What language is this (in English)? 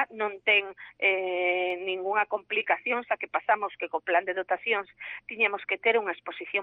Galician